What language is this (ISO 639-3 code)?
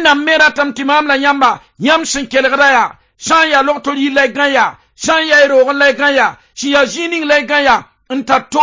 mos